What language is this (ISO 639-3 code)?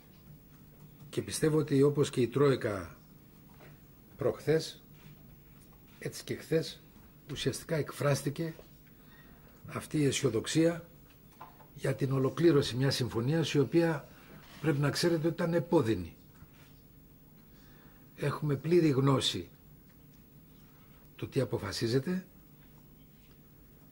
ell